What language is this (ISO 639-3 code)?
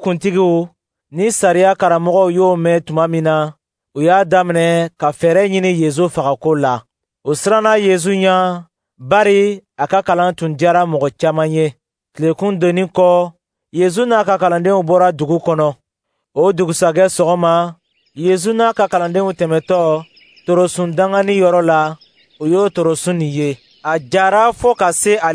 dyu